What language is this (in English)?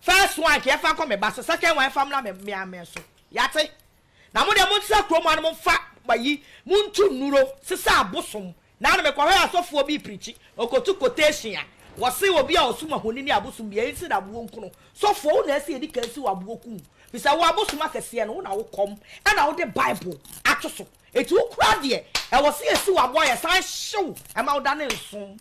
Akan